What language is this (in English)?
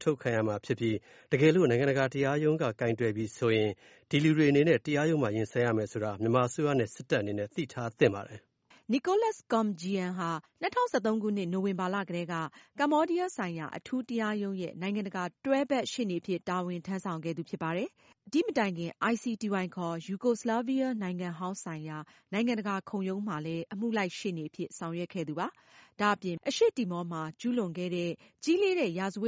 Burmese